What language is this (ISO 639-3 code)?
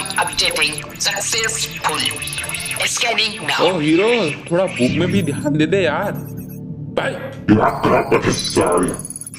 hne